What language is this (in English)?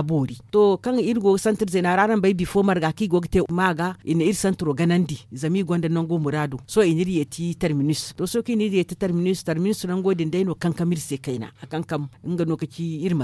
Zarma